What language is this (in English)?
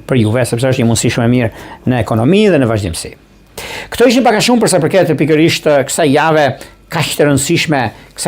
Albanian